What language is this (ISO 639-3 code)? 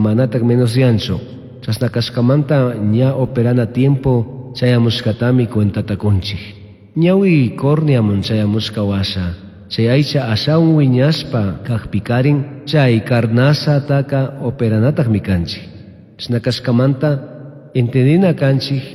qug